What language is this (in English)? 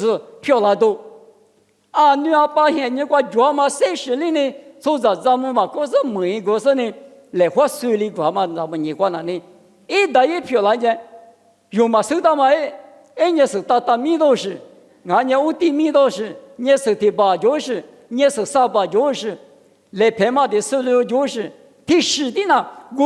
Lisu